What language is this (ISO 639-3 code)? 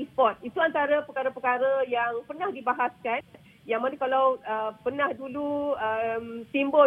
msa